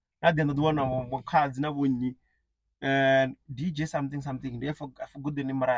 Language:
Venda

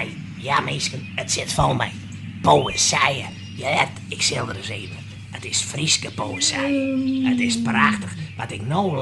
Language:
Western Frisian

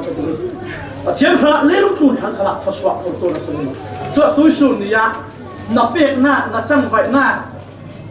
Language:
Falam Chin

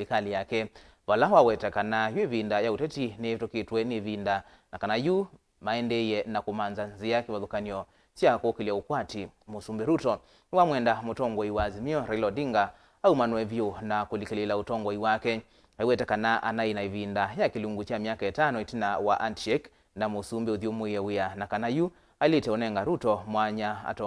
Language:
Kamba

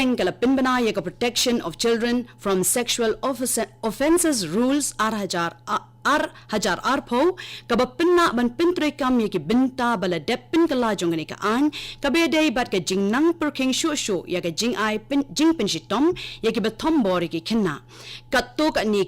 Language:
Khasi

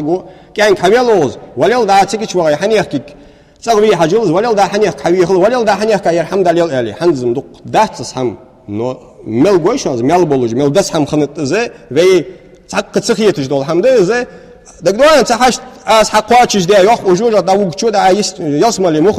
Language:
Ingush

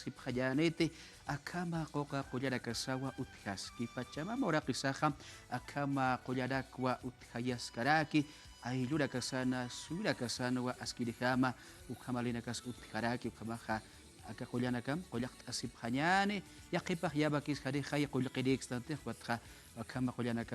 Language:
Aymara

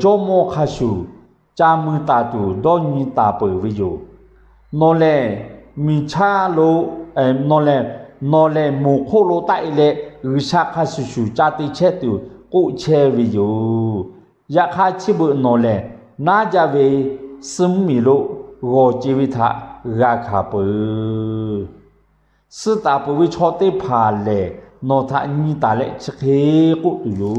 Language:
Lahu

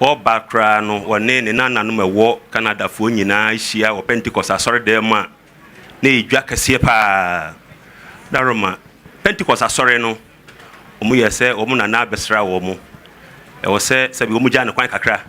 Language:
Akan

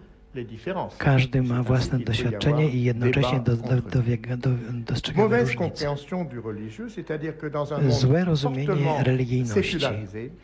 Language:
Polish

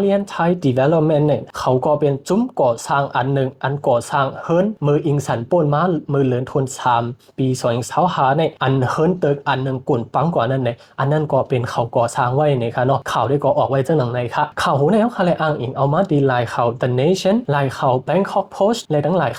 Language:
Shan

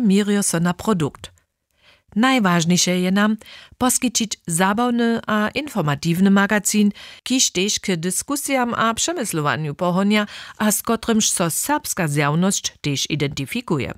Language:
Upper Sorbian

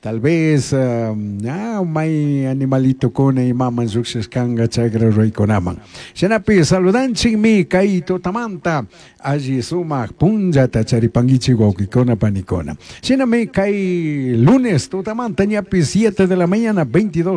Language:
Chimborazo Highland Quichua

